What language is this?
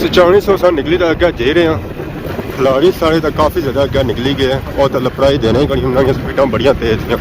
Pahari-Potwari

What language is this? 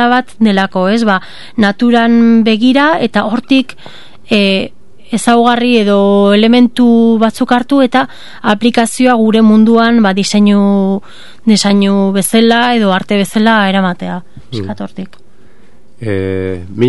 Basque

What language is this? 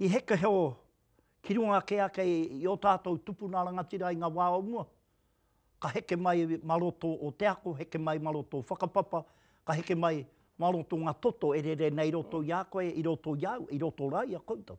Māori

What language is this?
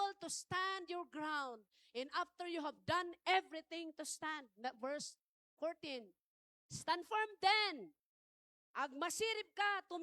Iloko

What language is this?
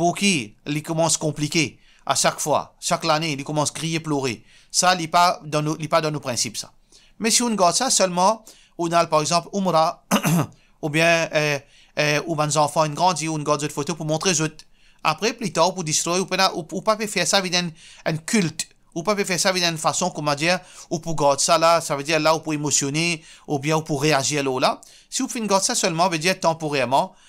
Morisyen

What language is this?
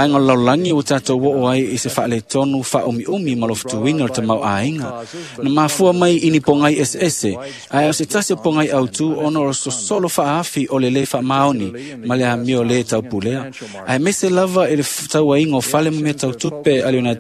Samoan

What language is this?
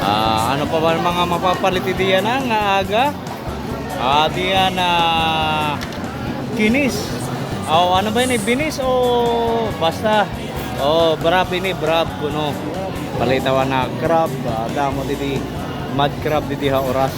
Waray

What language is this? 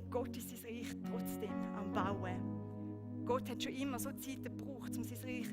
Swiss German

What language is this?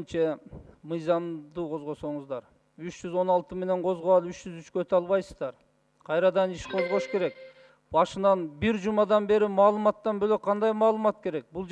Kyrgyz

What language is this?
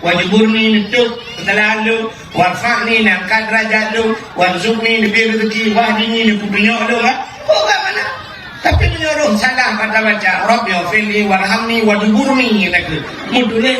Achinese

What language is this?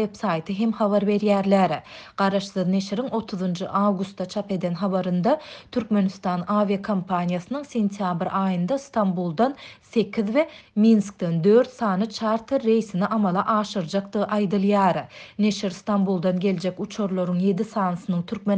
Turkmen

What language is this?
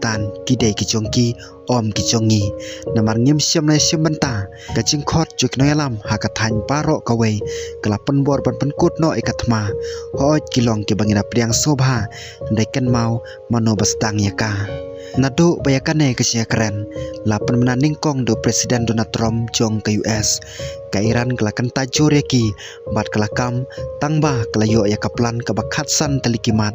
Khasi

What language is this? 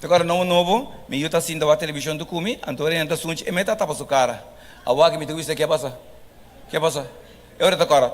Papiamento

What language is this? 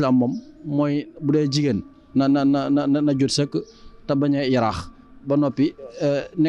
Wolof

